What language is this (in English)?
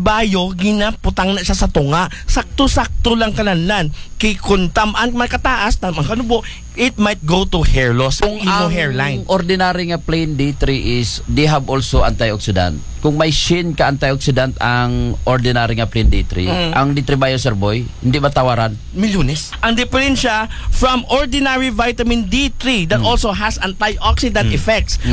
Aklanon